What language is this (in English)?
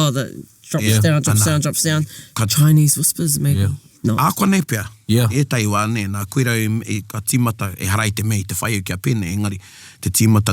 Māori